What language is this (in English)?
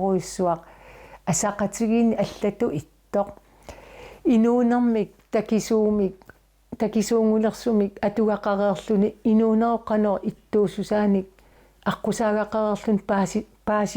Kalaallisut